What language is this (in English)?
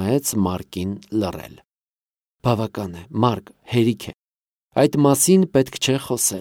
Armenian